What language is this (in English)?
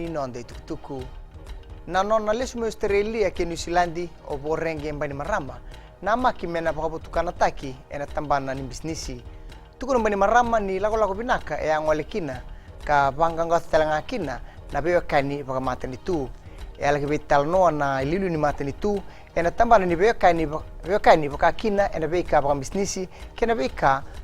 Fijian